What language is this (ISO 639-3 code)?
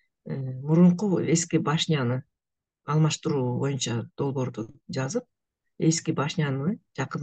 kir